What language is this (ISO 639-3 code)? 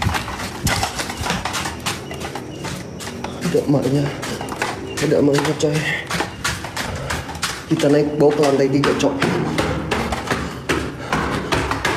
ind